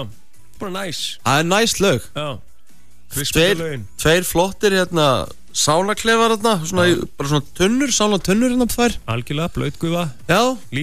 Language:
Icelandic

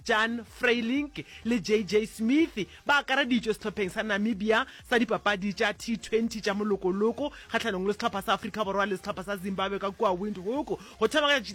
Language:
Northern Sotho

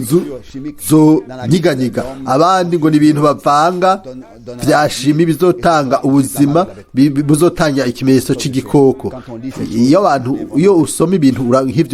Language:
Rundi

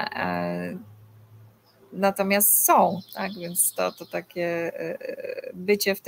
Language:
Polish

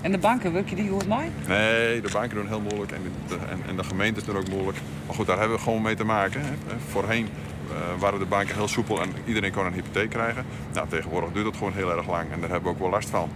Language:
Western Frisian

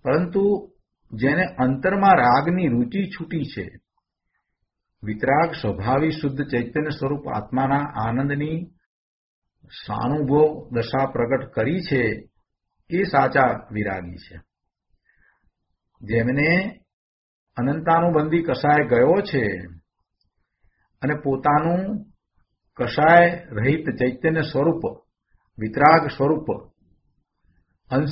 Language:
Gujarati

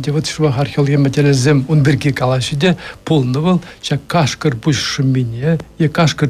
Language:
Chuvash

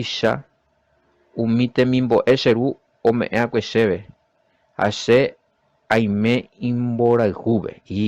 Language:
Guarani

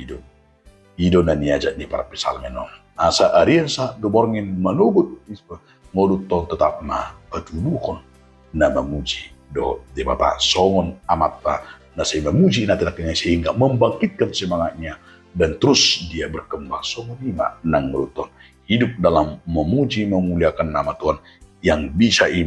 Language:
Batak Toba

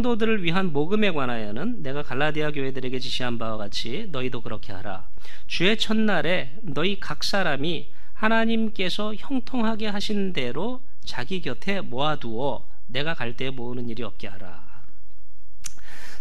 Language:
Korean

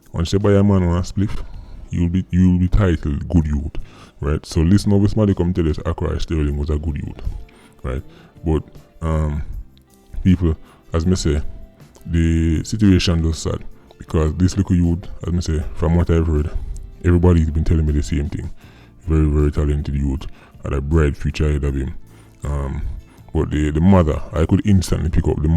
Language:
Jamaican Creole English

